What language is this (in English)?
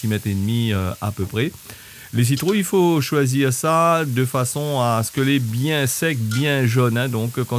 Réunion Creole French